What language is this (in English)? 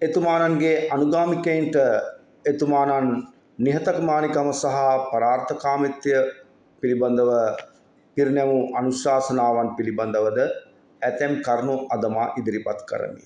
Sinhala